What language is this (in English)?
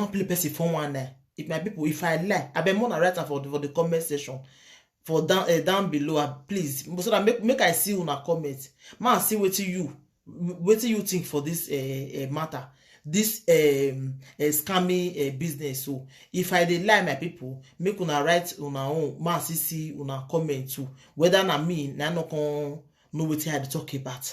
Nigerian Pidgin